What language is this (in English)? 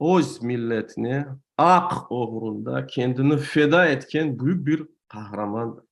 Crimean Tatar